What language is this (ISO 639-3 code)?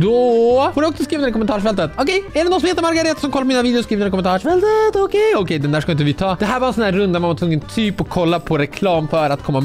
swe